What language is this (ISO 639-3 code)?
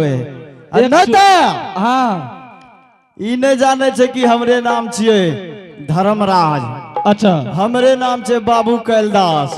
anp